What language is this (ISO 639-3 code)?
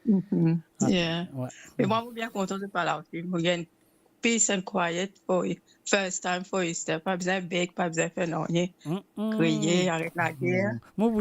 mfe